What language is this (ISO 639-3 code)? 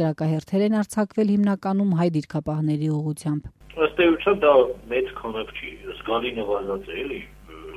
hye